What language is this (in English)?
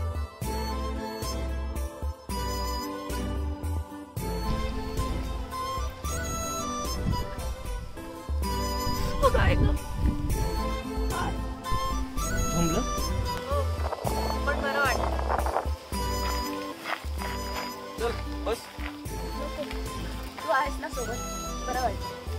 Marathi